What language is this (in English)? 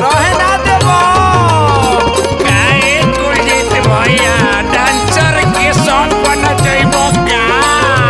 Bhojpuri